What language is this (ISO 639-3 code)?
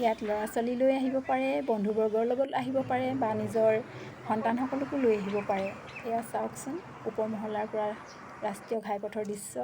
asm